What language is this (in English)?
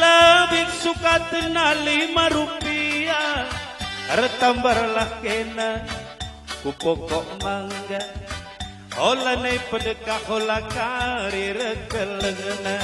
Batak Karo